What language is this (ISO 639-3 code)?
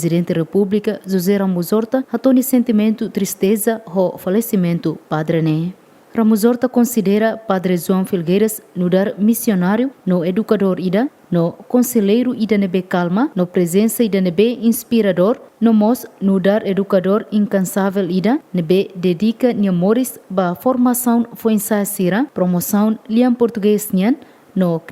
tet